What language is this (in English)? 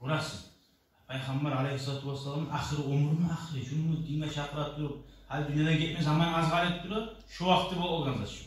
Kumyk